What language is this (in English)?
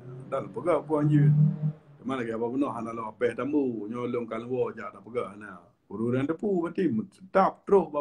Achinese